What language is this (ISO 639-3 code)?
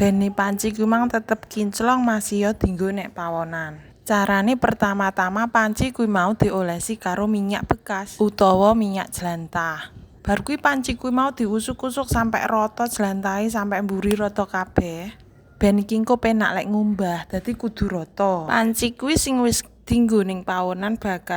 jav